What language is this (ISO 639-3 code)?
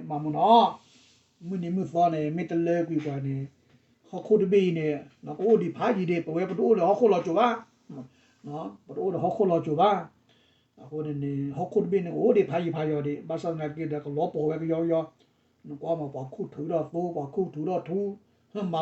ksw